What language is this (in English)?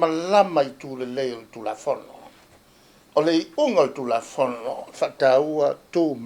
Samoan